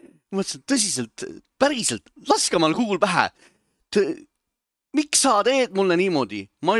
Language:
Estonian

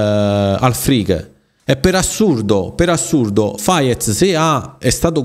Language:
Italian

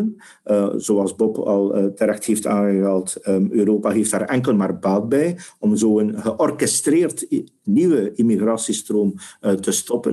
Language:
Dutch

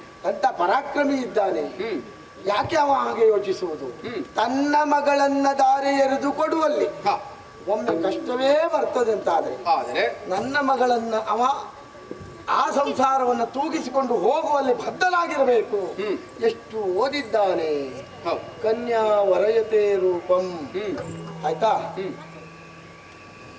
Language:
Kannada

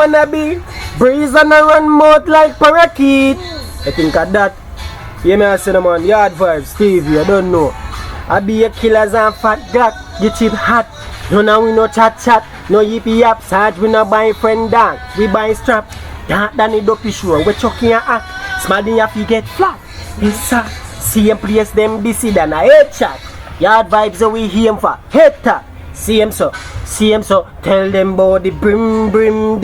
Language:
Jamaican Creole English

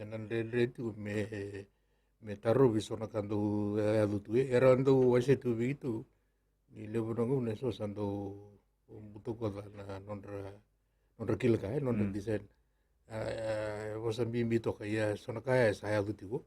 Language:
Fijian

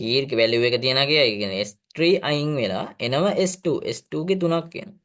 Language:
Sinhala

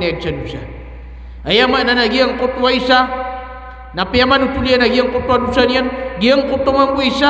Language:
Maranao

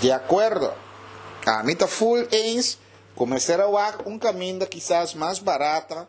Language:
Papiamento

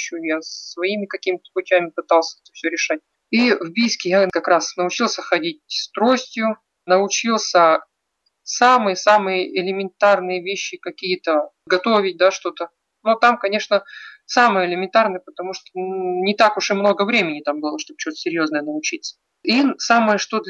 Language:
Russian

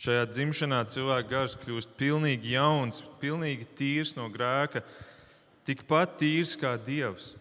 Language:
Latvian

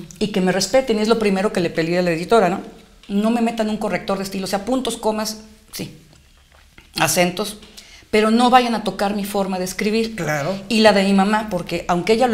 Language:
Spanish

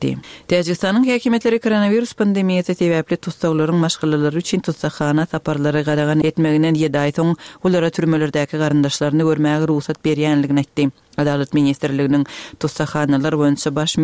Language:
Kyrgyz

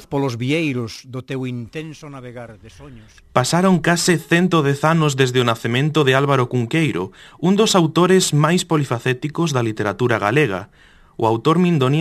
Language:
Galician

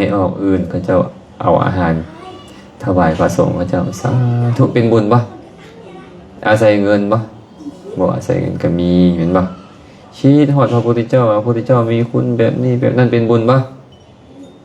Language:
Lao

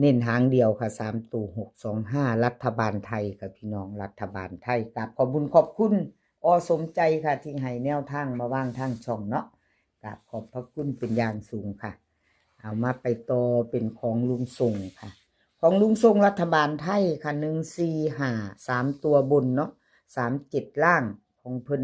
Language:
Northeastern Thai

